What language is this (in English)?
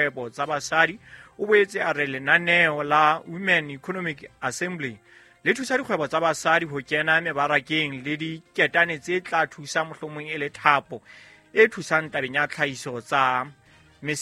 Southern Sotho